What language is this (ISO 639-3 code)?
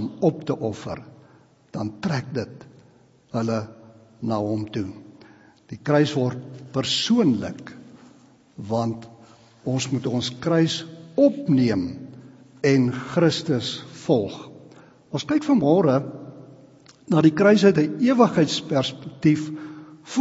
afr